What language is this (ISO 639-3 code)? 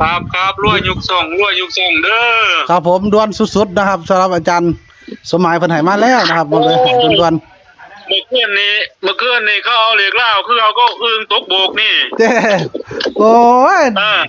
tts